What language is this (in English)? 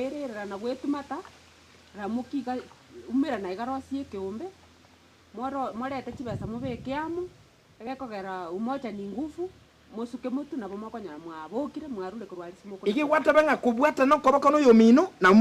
Gusii